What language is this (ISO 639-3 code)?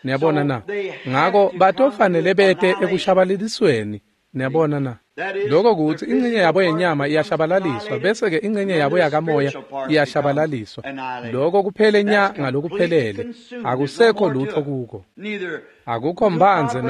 ssw